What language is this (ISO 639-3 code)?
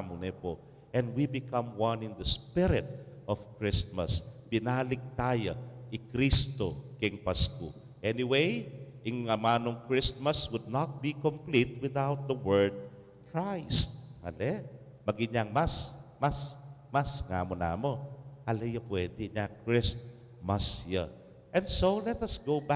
pam